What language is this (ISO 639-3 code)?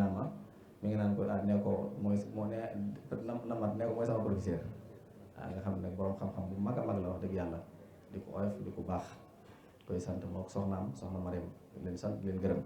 wol